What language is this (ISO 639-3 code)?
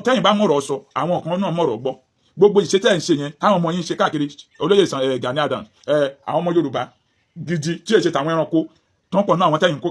yor